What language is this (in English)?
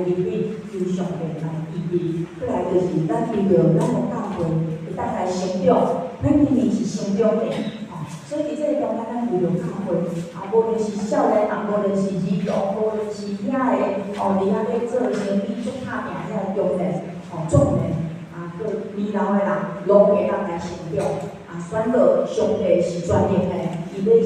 Min Nan Chinese